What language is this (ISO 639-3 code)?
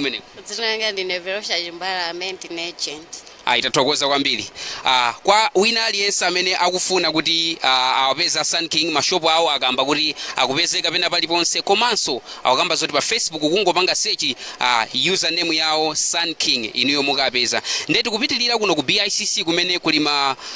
nya